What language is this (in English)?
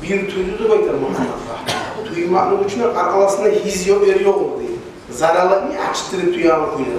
Kumyk